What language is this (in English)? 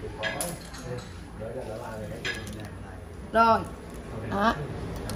Vietnamese